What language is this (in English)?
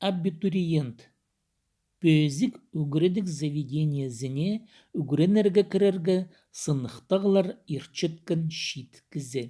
Khakas